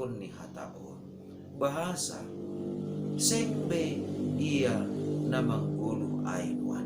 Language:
Batak Simalungun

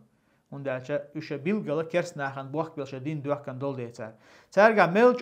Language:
Chechen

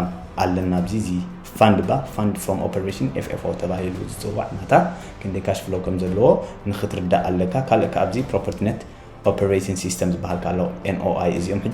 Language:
Tigrinya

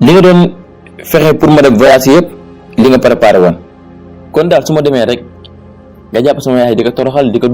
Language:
Wolof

